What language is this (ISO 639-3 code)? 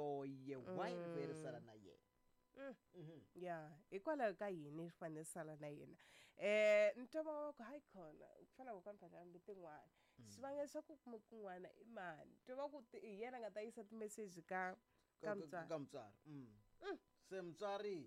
tso